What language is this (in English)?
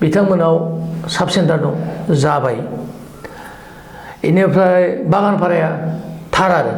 Bodo